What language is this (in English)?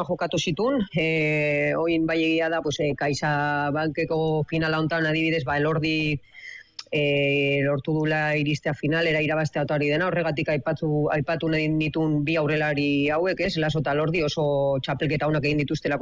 Basque